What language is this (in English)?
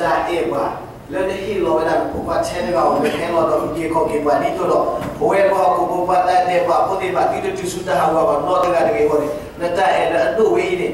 S'gaw Karen